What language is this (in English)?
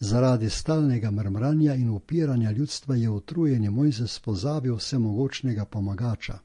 Slovenian